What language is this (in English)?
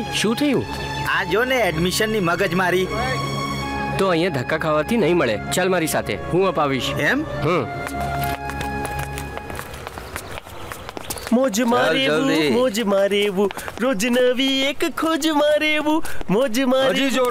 Gujarati